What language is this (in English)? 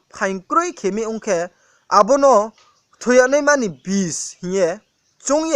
Riang (India)